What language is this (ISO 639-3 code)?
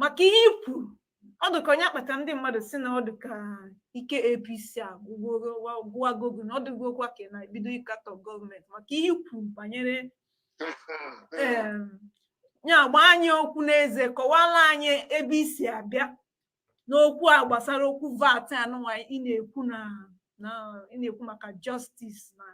ibo